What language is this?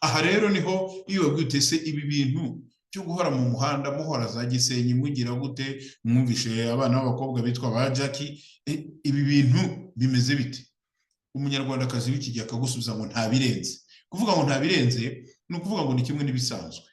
Kinyarwanda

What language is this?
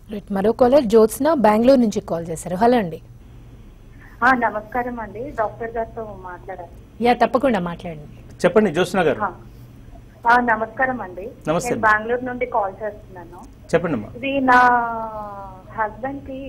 Telugu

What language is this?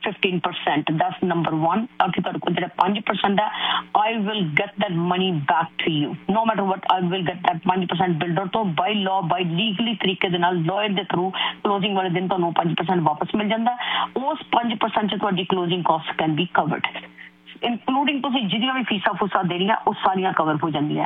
Punjabi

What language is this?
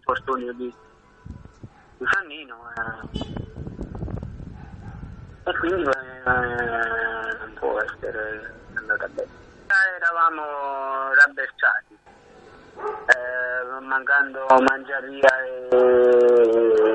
Italian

